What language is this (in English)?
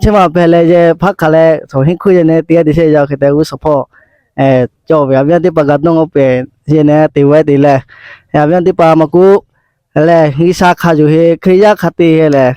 Lahu